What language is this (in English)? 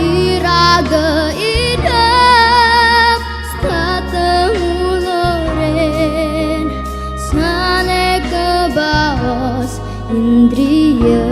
Balinese